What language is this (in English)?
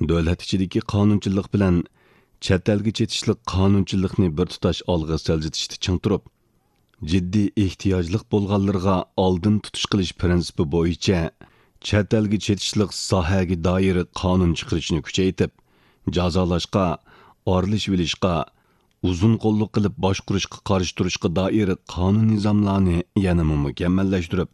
Uyghur